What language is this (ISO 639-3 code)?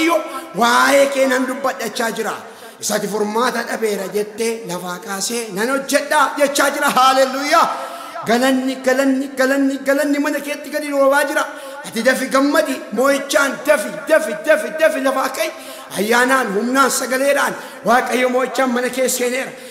orm